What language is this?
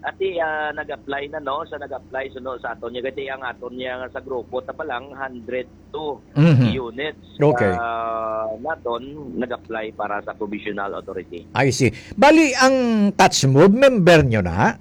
Hiligaynon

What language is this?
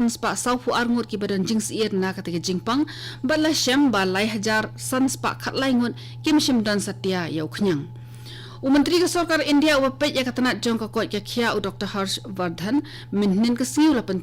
Khasi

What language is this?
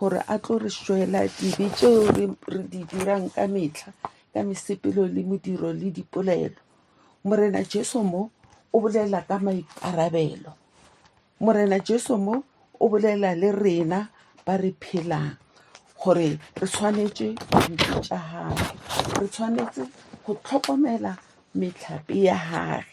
Tswana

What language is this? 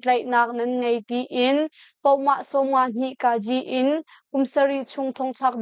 Hakha Chin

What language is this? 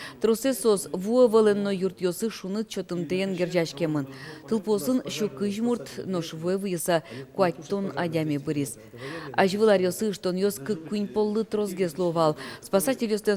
Udmurt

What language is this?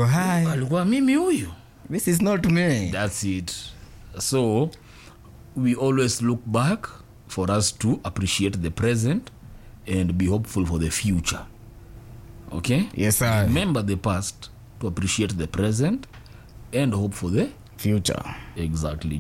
Swahili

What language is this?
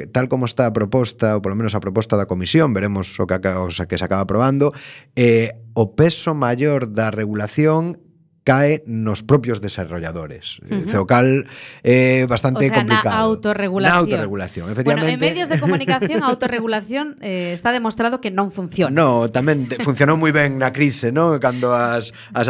Galician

